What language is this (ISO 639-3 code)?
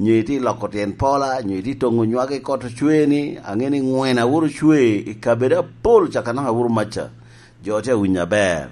laj